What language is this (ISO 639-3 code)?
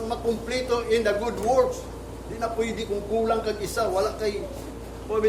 ceb